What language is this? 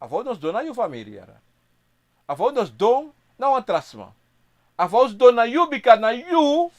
Sranan Tongo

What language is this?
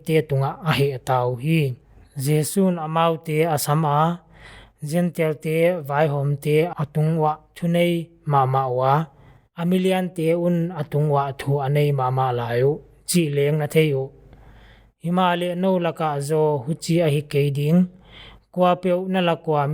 Paite Chin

